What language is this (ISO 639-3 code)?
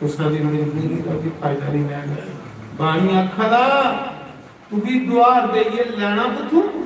doi